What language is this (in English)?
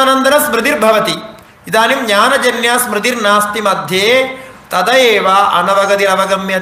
Sanskrit